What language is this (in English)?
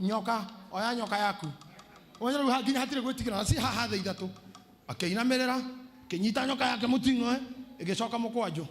Kikuyu